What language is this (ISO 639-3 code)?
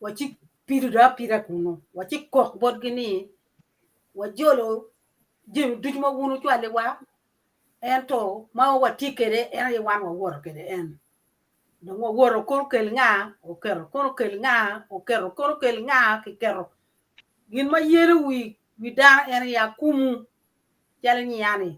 ach